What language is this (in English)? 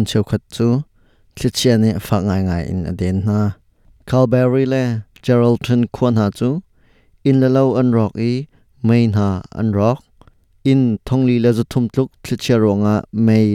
Hakha Chin